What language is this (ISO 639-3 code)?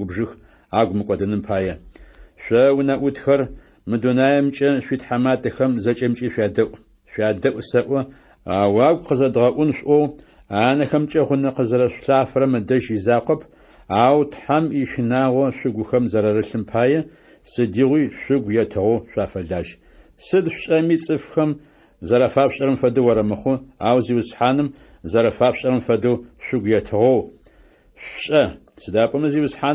ady